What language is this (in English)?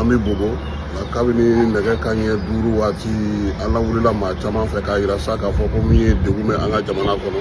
Bambara